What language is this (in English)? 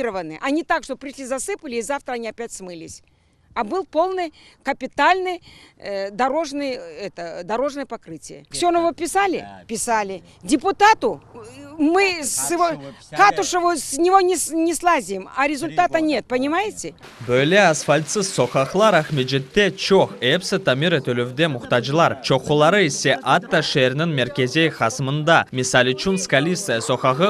Crimean Tatar